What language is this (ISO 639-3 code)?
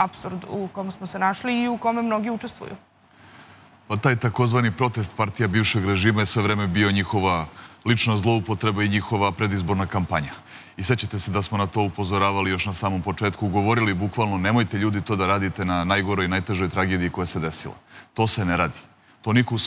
srp